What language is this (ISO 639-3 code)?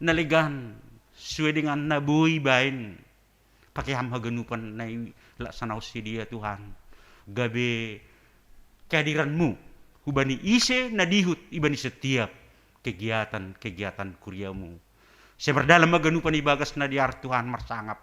bts